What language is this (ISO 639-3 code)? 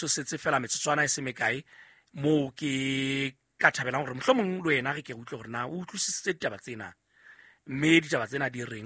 sot